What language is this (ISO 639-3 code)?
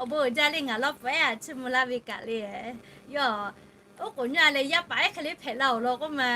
lhu